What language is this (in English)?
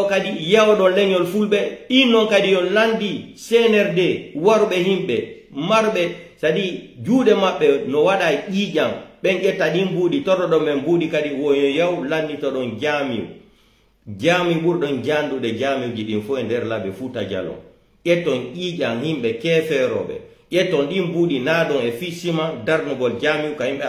Pular